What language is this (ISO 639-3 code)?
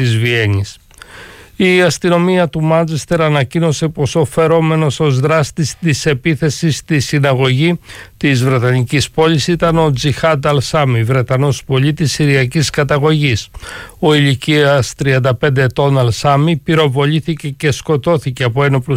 ell